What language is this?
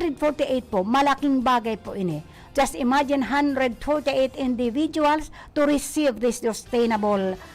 Bikol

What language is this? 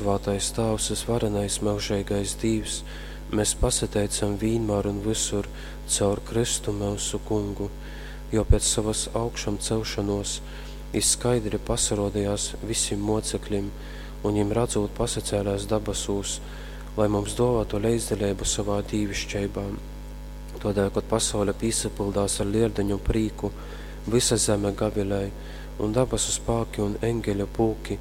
Latgalian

